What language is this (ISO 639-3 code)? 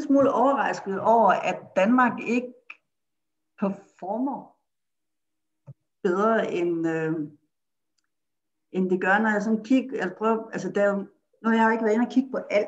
dan